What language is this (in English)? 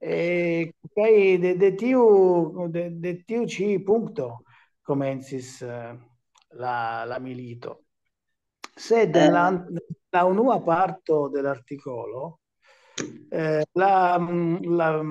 Esperanto